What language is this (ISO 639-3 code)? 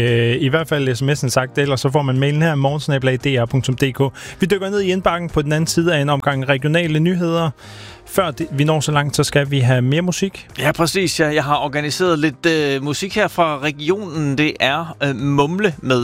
dan